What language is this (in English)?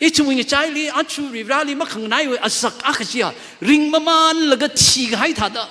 Tangkhul Naga (India)